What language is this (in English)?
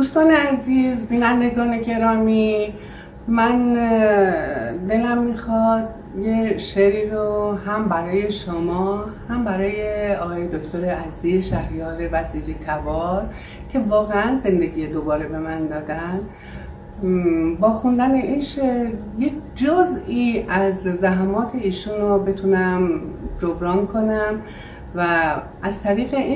Persian